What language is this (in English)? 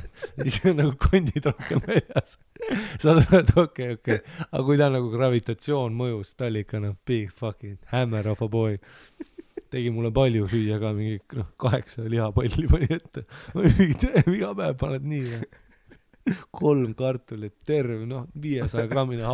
Estonian